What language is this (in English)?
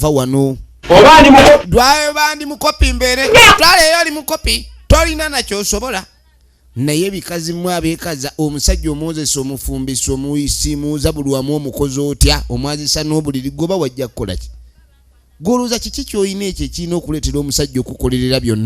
Ganda